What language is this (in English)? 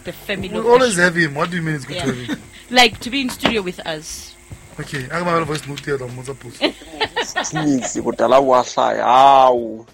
Southern Sotho